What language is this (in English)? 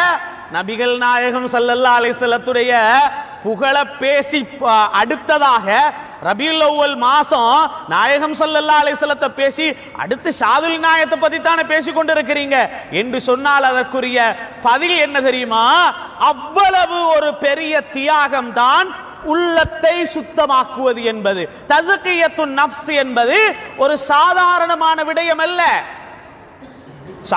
Tamil